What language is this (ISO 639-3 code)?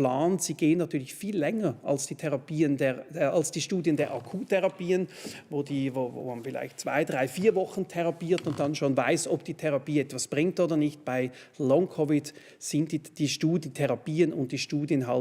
gsw